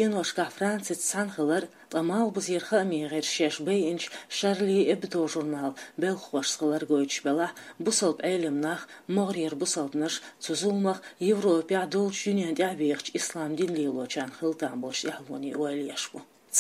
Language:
Chechen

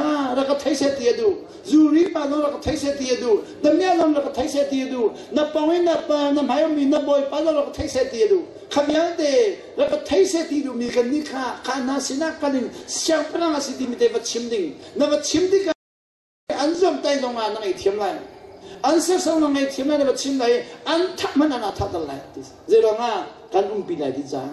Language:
Hakha Chin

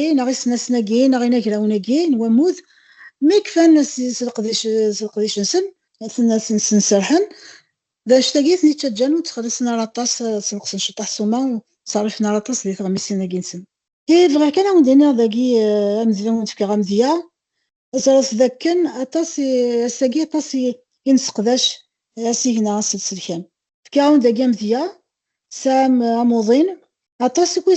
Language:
Kabyle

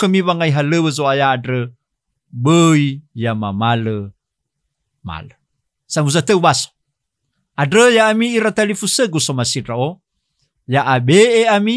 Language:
Nias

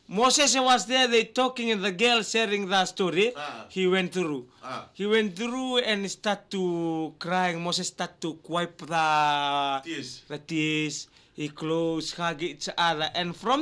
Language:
Fijian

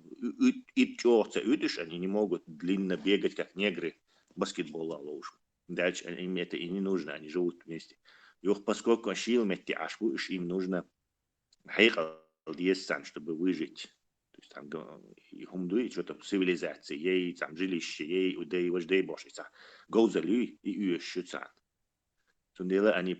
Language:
Chechen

